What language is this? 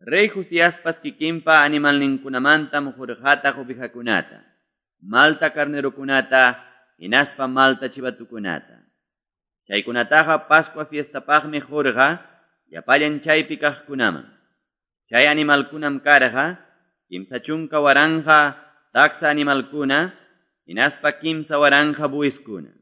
Quechua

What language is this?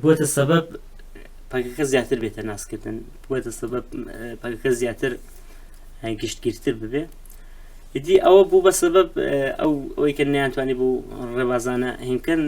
Central Kurdish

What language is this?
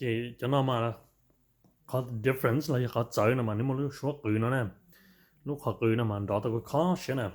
Hmong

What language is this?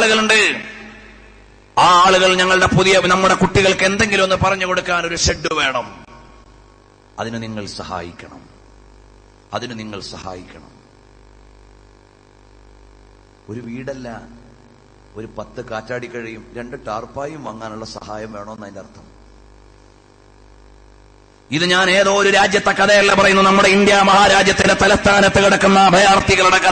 Malayalam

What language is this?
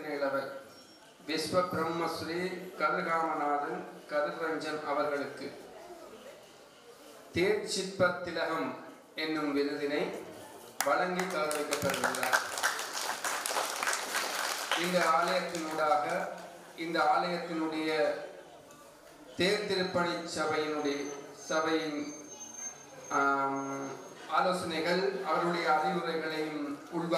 Tamil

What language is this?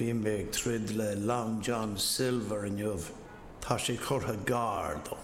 Irish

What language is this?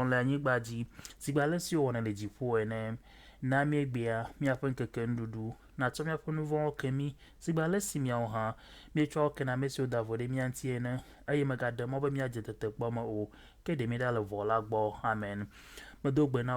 Ewe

